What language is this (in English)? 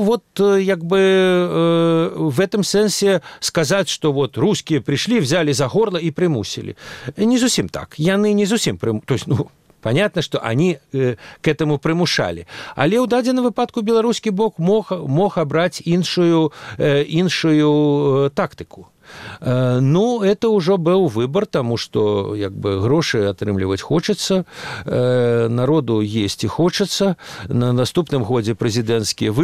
Belarusian